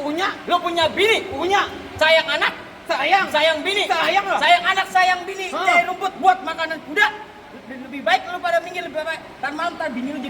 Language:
Betawi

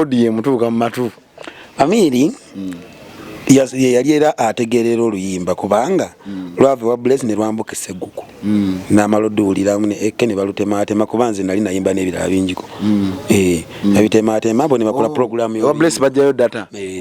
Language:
Ganda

